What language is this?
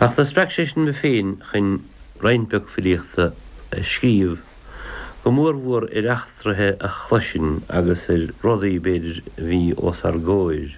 Irish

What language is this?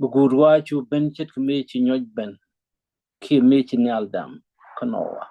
Nuer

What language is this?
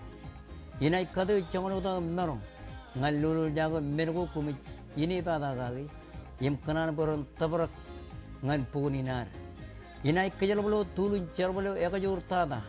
Marshallese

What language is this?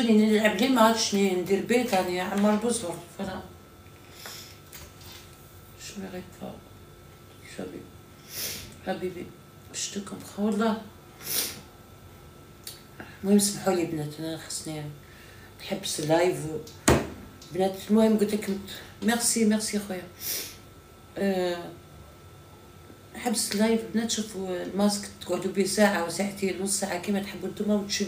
Algerian Arabic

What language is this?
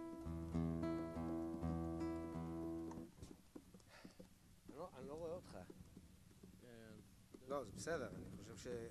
Hebrew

